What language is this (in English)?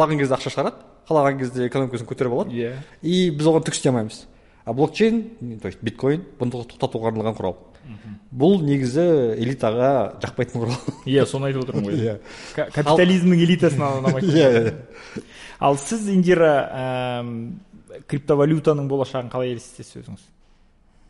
Kazakh